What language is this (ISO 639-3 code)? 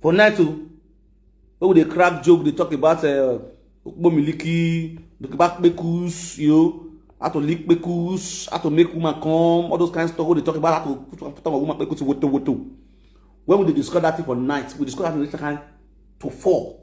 pcm